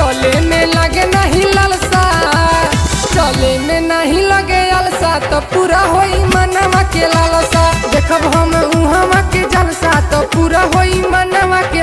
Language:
Bhojpuri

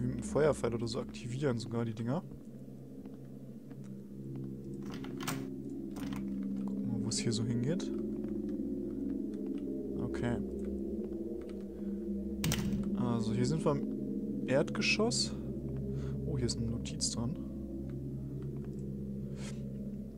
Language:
German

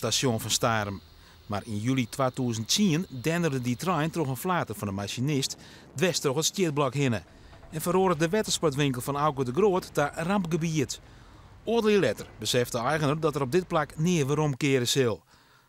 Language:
Western Frisian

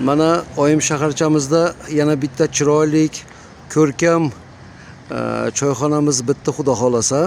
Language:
Uzbek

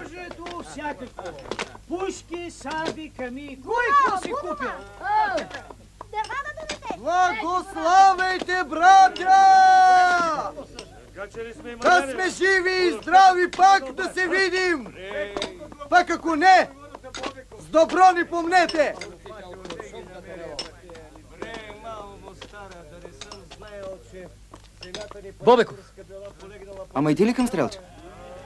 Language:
Bulgarian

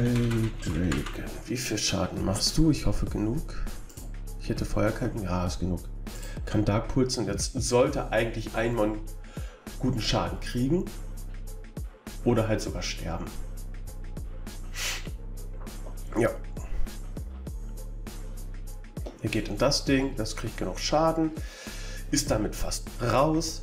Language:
German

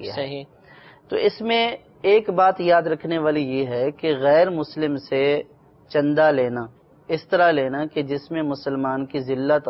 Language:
Urdu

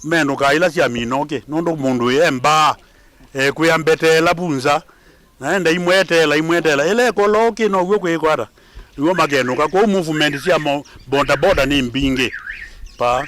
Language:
Kamba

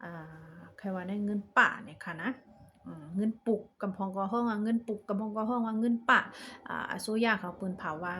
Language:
Shan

